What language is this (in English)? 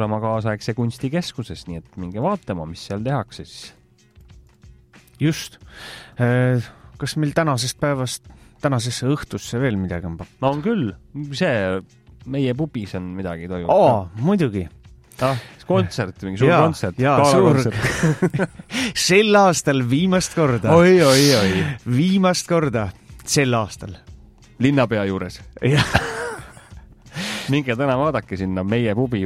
Estonian